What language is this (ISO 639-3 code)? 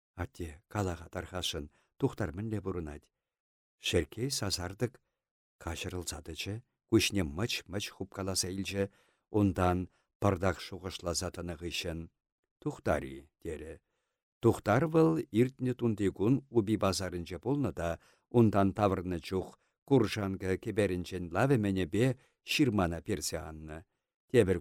chv